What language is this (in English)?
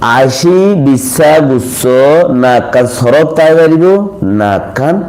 Rohingya